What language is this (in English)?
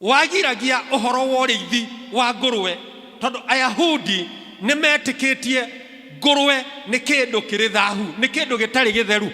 Kikuyu